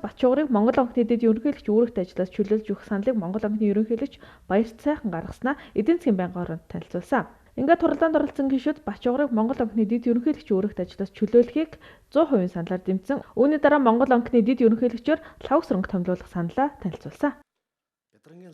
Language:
Mongolian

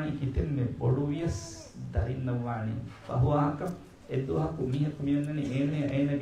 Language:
Divehi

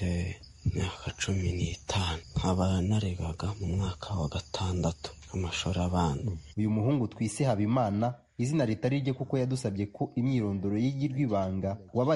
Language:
Kinyarwanda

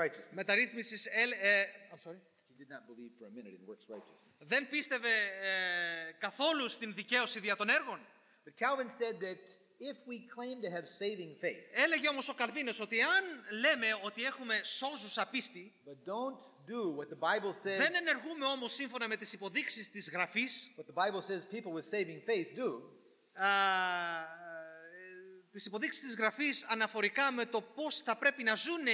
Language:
Greek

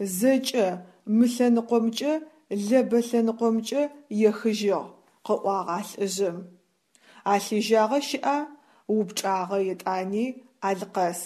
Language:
Adyghe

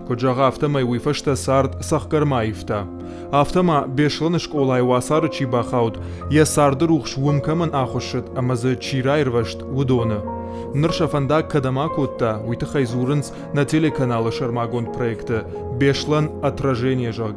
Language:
Ossetic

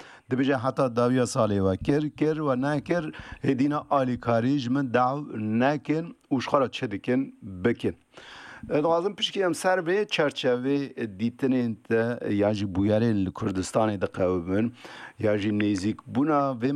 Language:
Kurdish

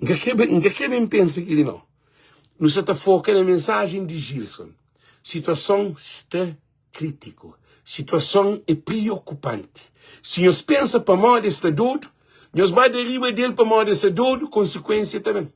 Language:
Kabuverdianu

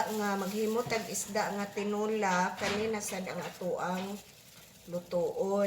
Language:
Cebuano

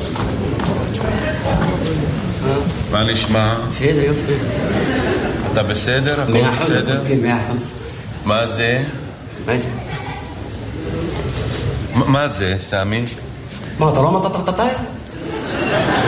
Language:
Hebrew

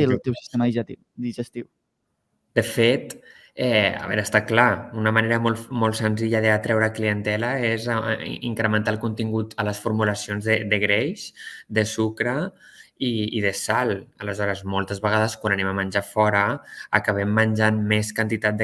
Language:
Catalan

